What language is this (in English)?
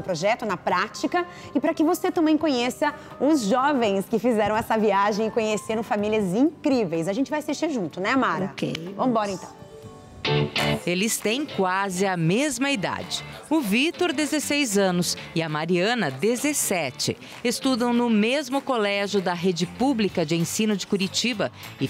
Portuguese